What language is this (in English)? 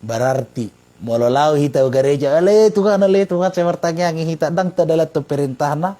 Batak Toba